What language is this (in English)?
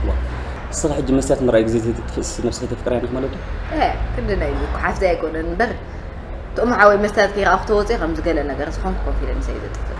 Tigrinya